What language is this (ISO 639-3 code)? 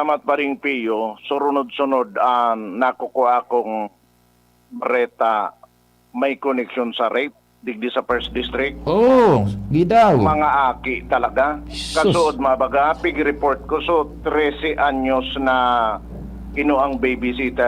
bik